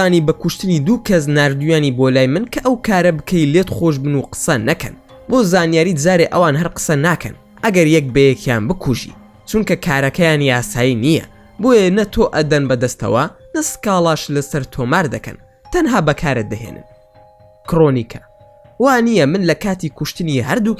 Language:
Central Kurdish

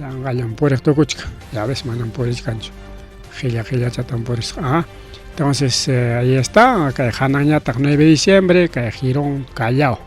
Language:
Ayacucho Quechua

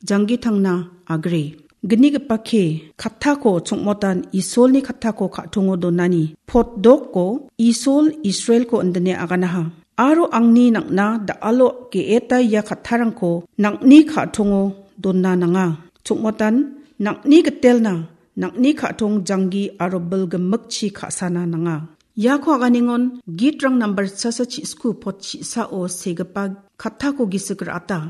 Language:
Garo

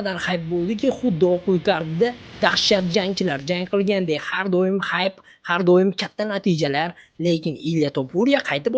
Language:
Uzbek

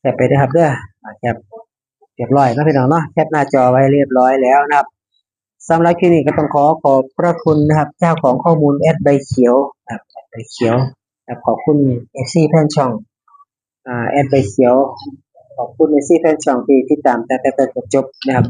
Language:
Northeastern Thai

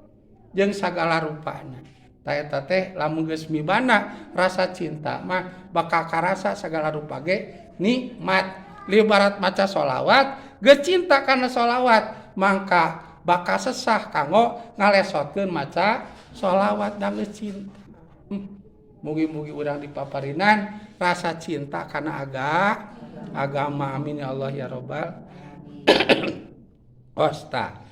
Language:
Sundanese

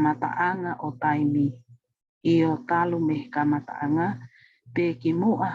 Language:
Tongan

